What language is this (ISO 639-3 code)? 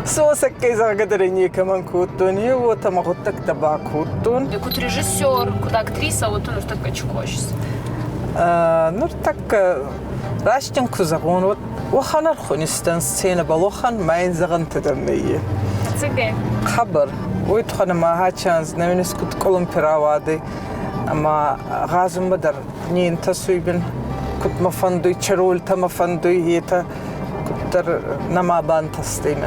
oss